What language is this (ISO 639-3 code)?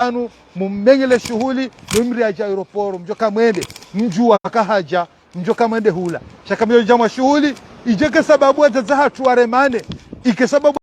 zdj